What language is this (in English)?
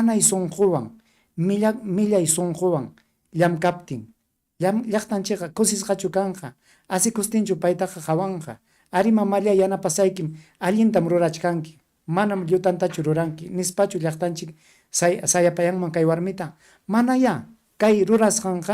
Ayacucho Quechua